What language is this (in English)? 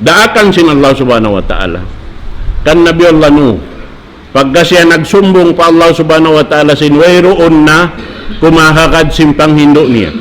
Tausug